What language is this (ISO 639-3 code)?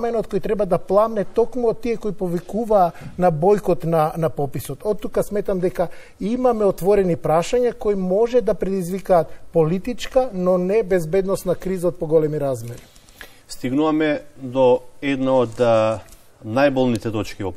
mkd